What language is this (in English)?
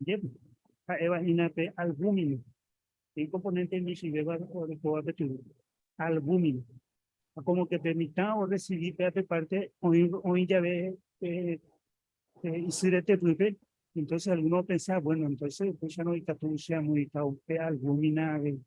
Guarani